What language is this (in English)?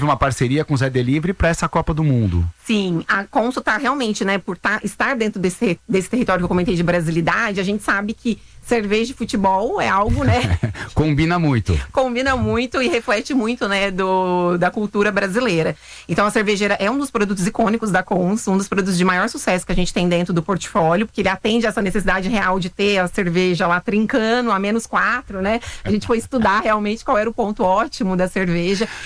Portuguese